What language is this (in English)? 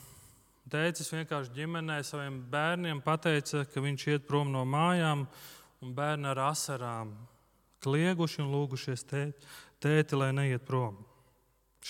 Latvian